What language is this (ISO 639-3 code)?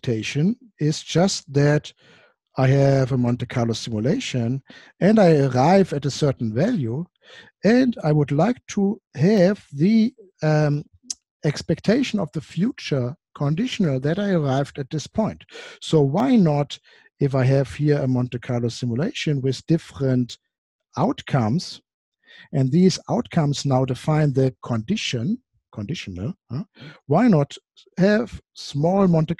eng